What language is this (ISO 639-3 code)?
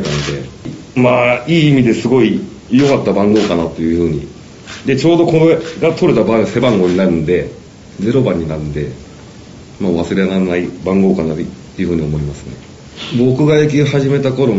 jpn